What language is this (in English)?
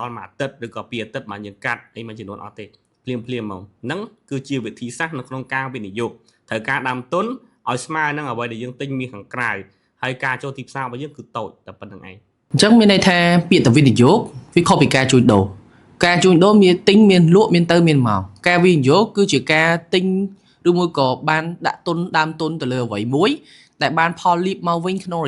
Khmer